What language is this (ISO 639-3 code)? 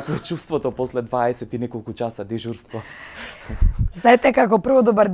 mkd